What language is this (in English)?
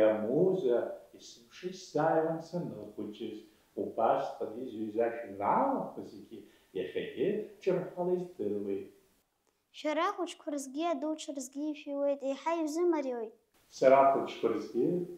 Abkhazian